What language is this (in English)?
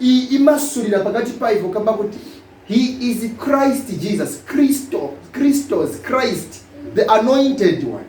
Nyanja